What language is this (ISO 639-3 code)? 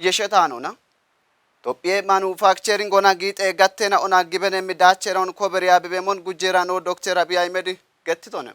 kbr